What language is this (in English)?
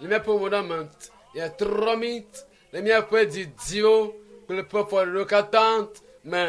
Ewe